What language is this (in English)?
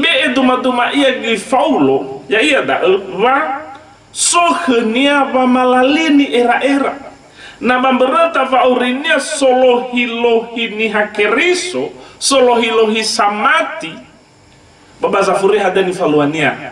Nias